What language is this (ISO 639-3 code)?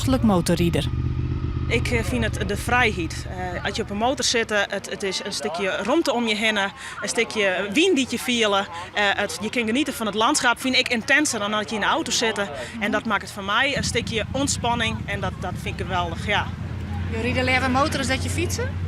fry